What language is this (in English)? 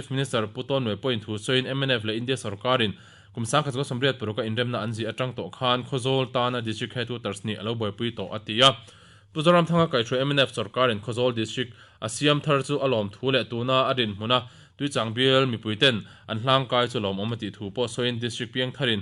Mizo